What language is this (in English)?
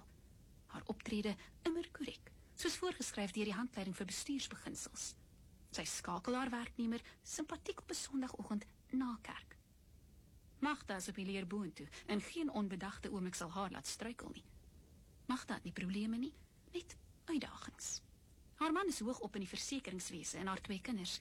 Afrikaans